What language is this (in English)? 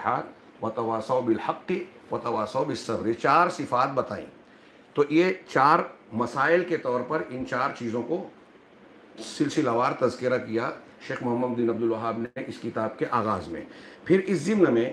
Urdu